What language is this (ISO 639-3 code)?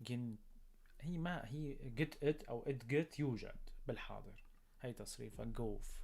apc